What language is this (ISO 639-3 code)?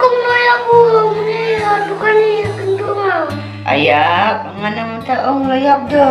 kha